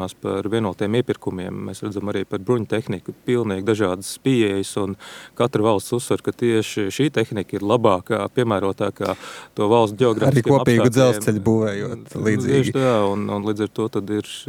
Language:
Latvian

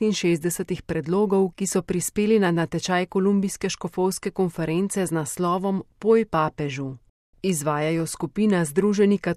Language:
Slovenian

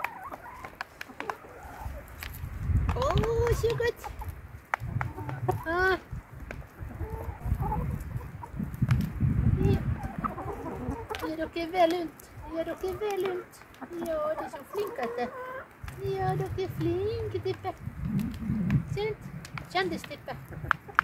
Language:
Norwegian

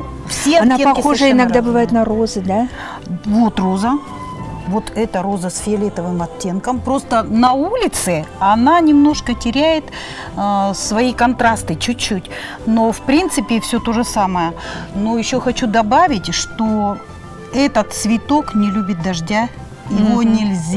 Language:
Russian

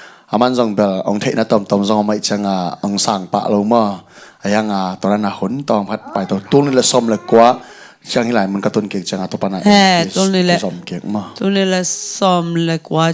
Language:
Tedim Chin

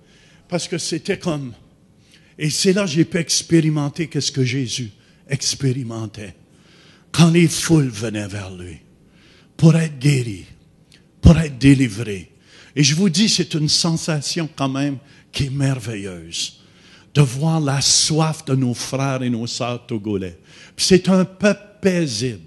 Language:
French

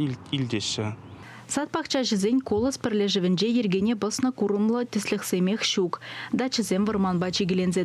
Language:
Chuvash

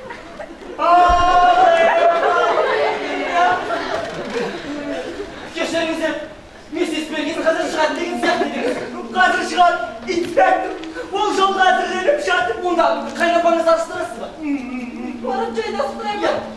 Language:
Kazakh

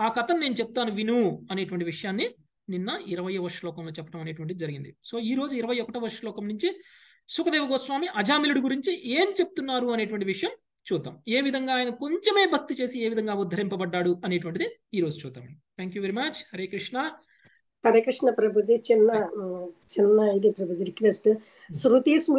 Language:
Telugu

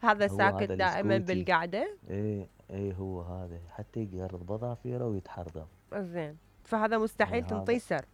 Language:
Mesopotamian Arabic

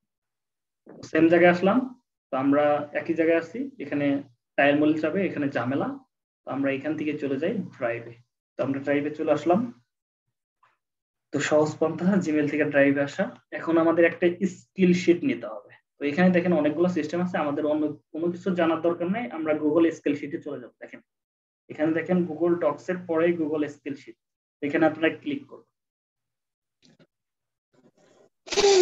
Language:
Bangla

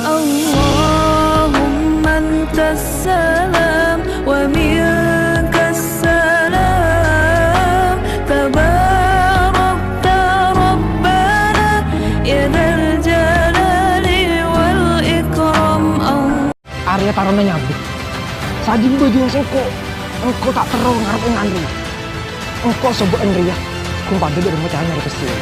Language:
Madurese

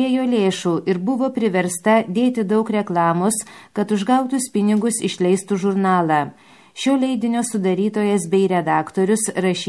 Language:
Lithuanian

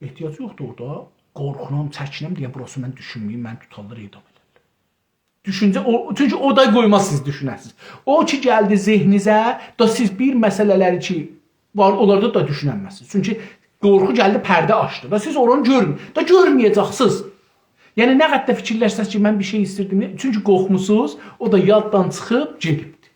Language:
South Azerbaijani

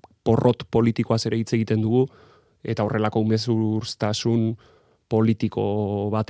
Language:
Basque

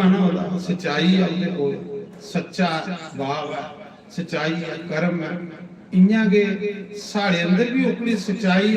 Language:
Dogri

